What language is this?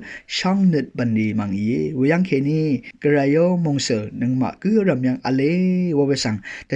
Rawang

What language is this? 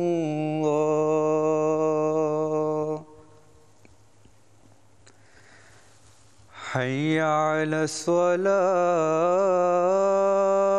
Urdu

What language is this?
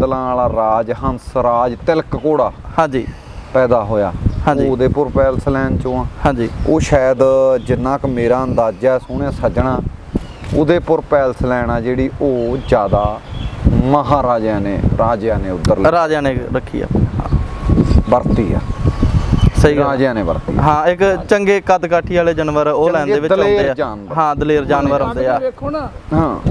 Punjabi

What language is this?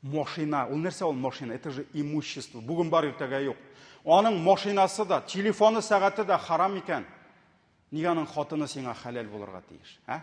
Tatar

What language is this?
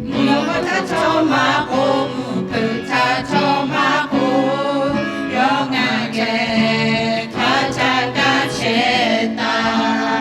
Lahu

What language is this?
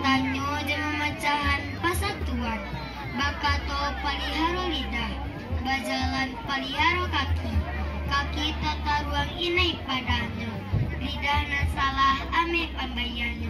Minangkabau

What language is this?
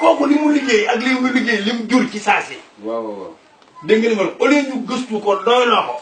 Wolof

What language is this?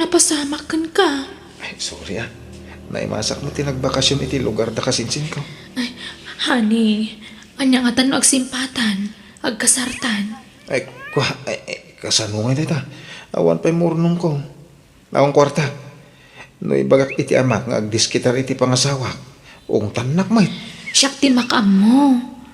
Iloko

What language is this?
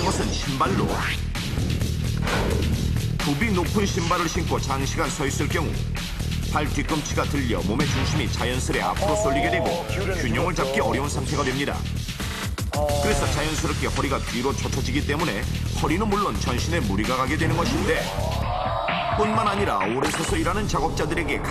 Korean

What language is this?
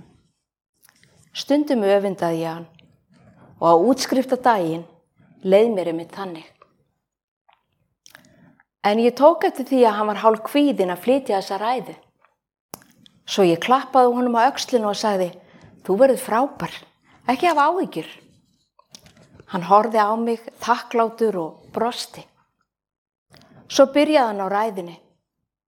Icelandic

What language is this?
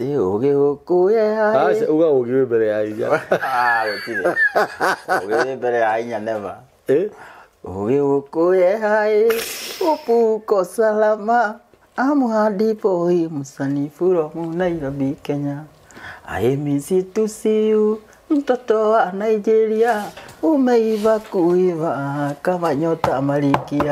Kikuyu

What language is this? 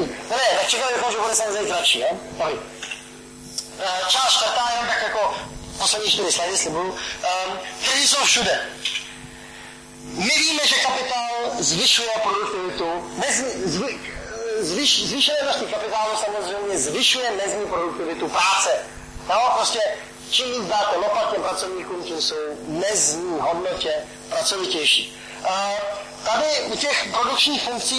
Czech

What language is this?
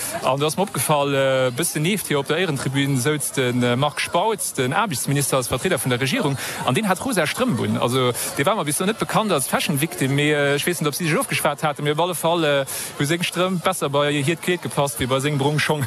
Luxembourgish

